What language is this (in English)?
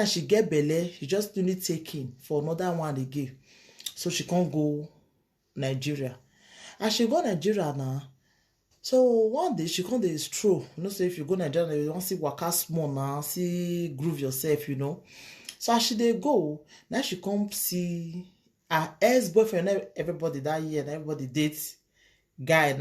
Nigerian Pidgin